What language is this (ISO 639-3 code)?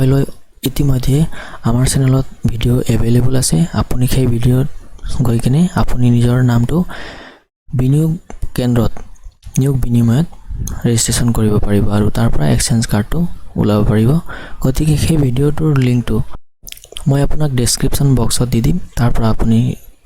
asm